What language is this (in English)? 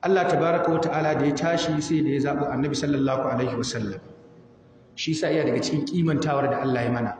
Hausa